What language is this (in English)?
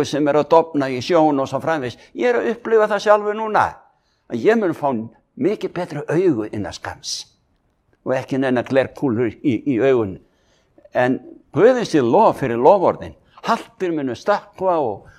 Icelandic